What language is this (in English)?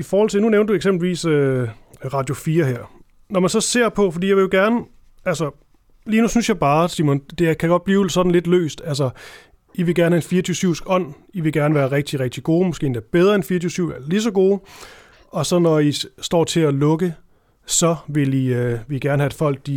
Danish